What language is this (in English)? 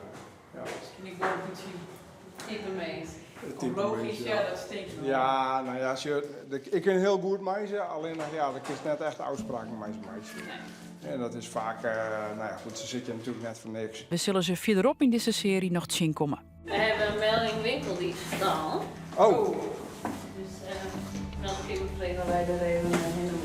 Western Frisian